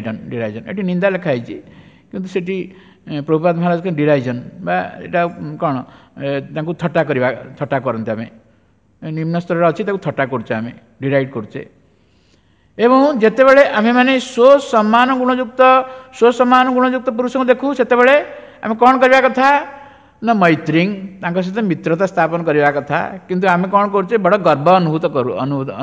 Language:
Odia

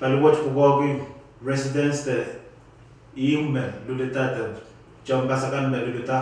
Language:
Pohnpeian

